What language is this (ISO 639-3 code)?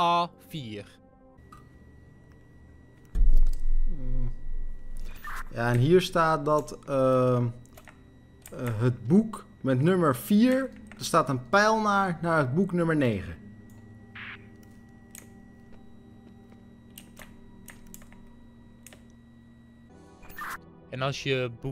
nld